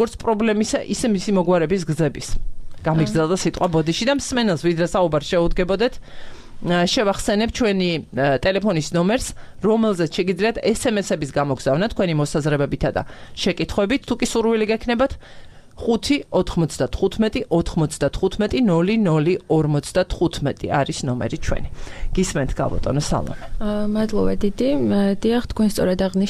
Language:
Georgian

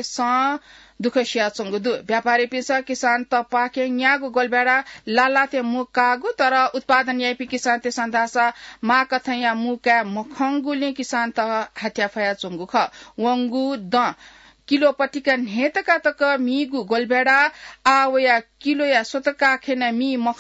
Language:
Newari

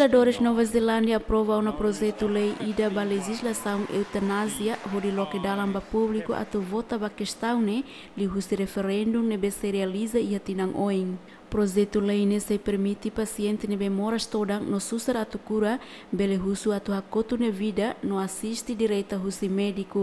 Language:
Tetum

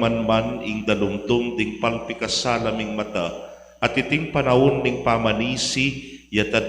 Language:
Pampanga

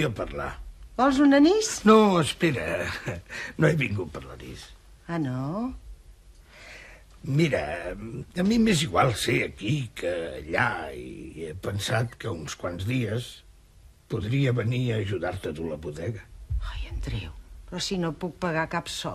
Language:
Catalan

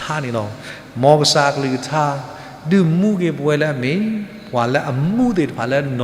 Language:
S'gaw Karen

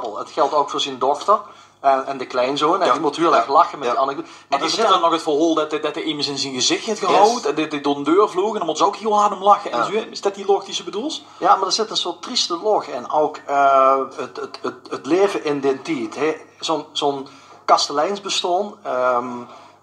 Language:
Limburgish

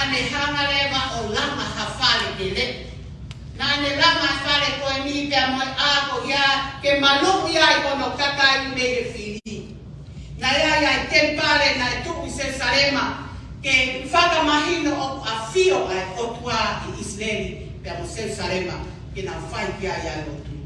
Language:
Tongan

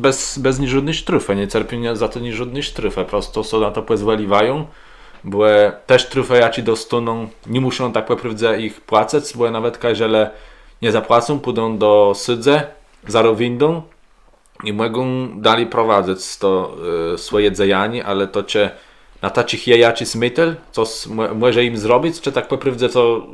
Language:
Kashubian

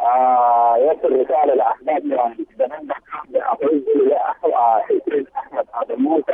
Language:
Sudanese Arabic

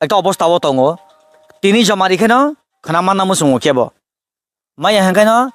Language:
Kok Borok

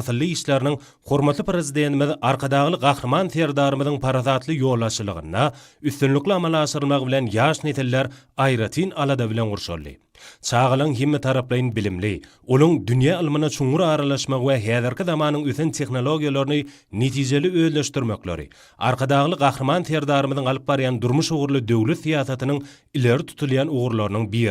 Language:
Turkmen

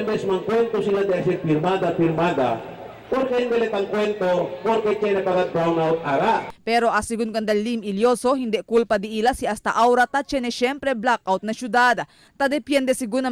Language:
Chavacano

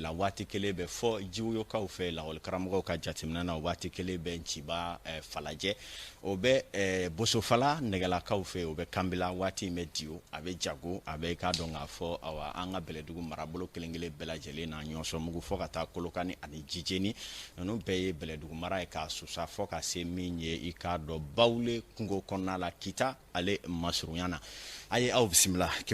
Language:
Bambara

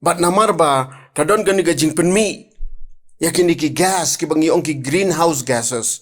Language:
Khasi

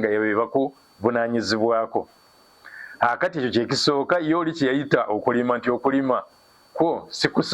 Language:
Ganda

